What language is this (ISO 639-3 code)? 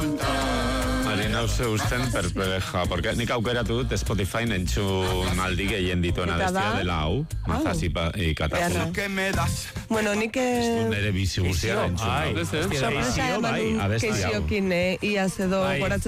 eus